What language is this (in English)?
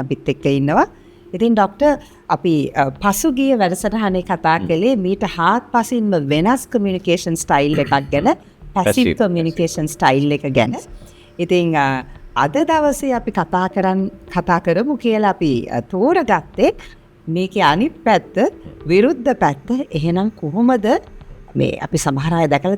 Sinhala